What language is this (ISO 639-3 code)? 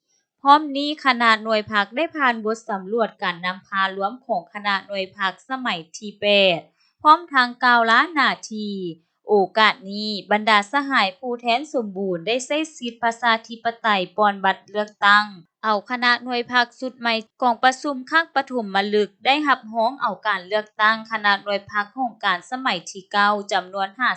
lao